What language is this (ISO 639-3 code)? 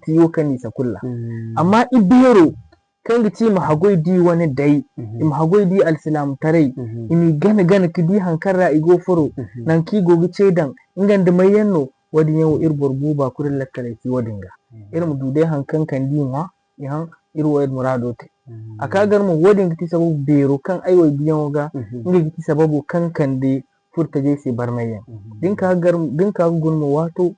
dje